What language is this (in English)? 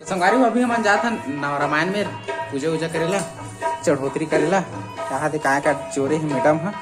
Chhattisgarhi